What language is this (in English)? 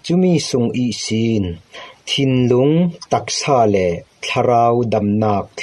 Falam Chin